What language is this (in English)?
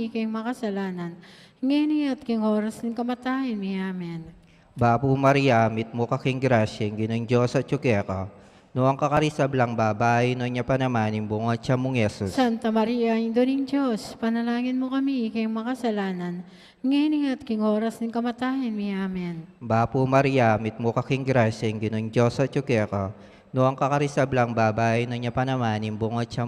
Pampanga